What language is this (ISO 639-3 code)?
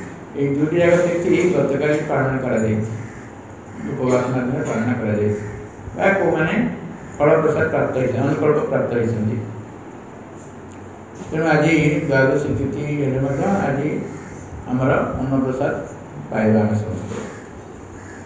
ori